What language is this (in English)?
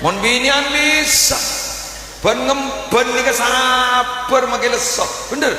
Madurese